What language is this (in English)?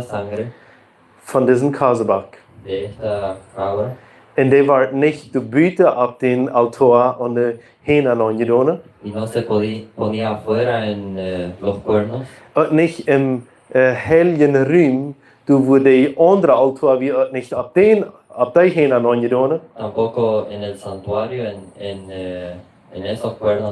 Plautdietsch